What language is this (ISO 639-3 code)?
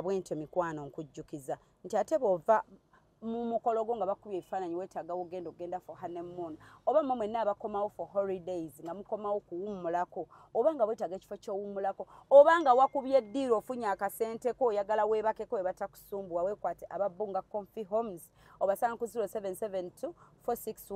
lug